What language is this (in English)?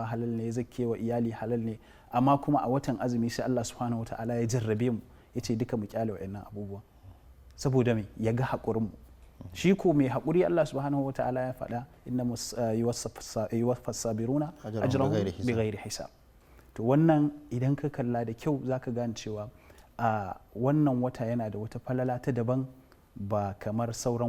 Hausa